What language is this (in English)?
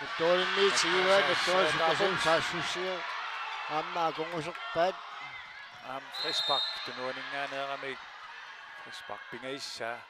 Kalaallisut